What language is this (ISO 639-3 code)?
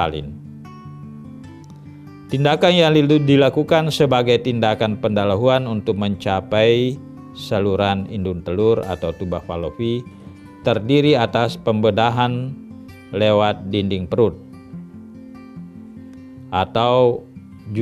ind